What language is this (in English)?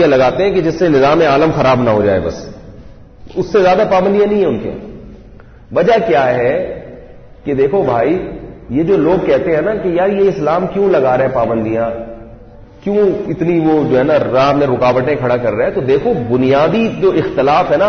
Urdu